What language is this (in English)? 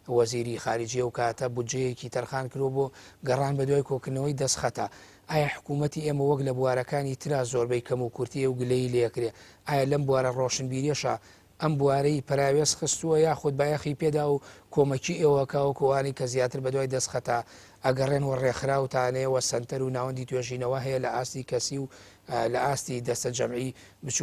Central Kurdish